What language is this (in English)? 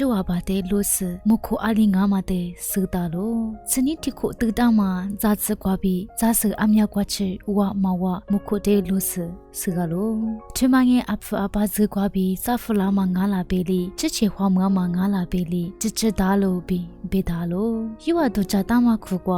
Lisu